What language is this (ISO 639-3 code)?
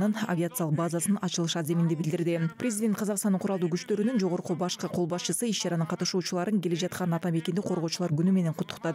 kir